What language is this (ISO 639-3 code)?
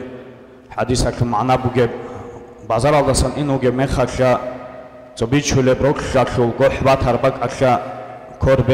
ava